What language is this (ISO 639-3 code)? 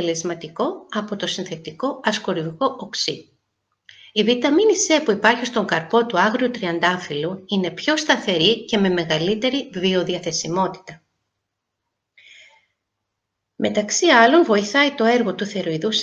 ell